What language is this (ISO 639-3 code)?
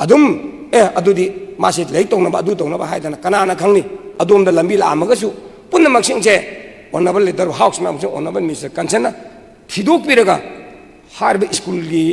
mni